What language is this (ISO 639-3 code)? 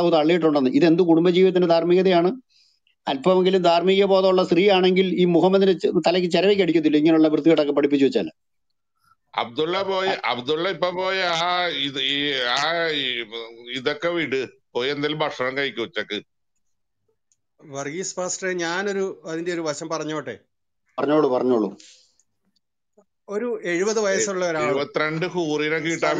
mal